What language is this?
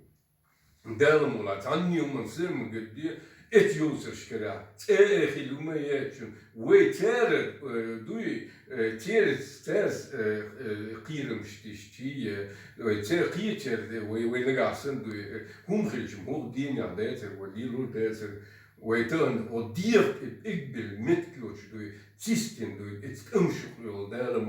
Chechen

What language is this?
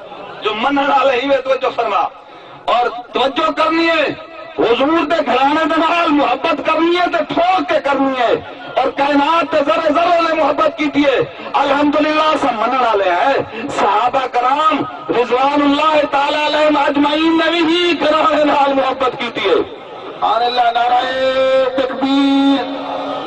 Saraiki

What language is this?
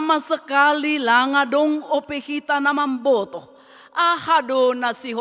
Batak Simalungun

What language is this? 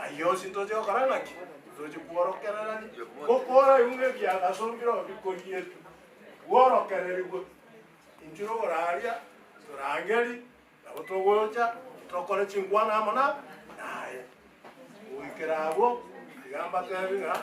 Gusii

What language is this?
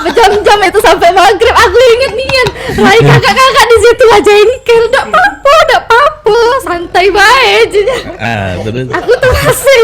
Musi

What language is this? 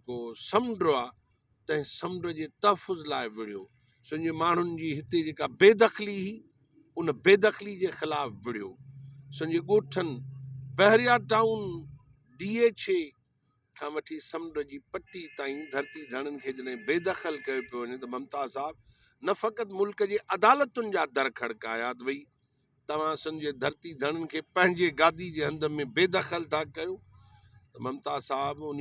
Sindhi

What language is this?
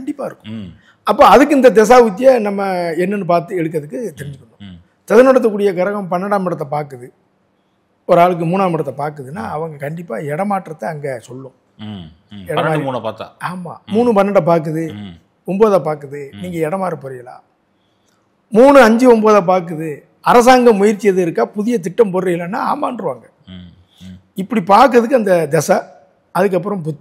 Tamil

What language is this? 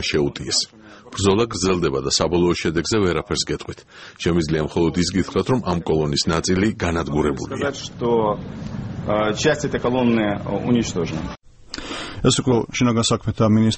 Georgian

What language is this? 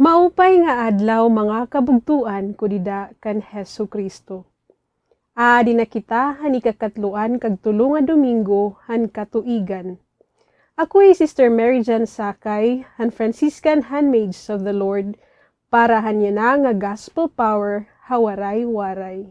Waray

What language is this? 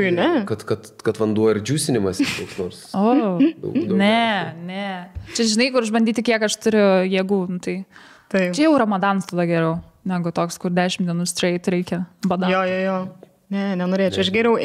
Lithuanian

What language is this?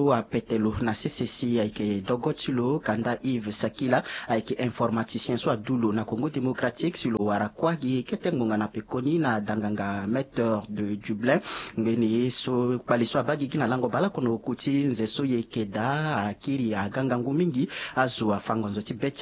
Sango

